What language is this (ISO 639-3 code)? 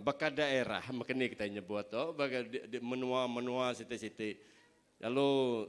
iba